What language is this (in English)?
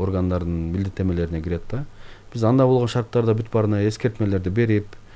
Kyrgyz